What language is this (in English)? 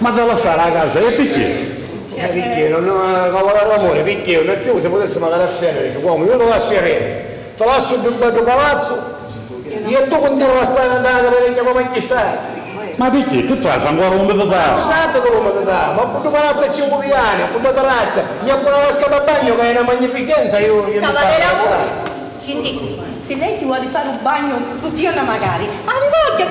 Sicilian